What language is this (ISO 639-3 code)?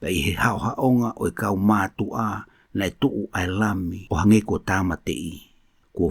ton